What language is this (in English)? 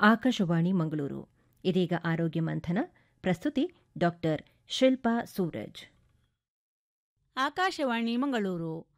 Kannada